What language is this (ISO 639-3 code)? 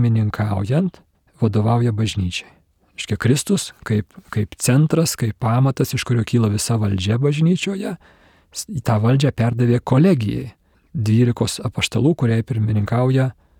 lit